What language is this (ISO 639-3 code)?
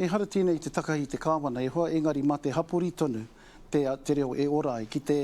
mri